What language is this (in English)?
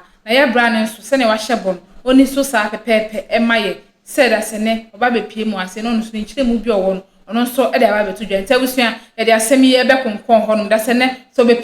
Akan